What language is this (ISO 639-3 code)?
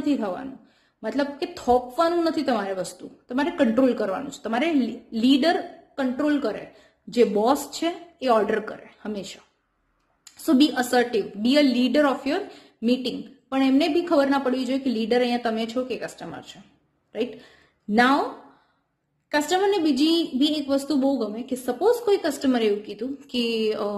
guj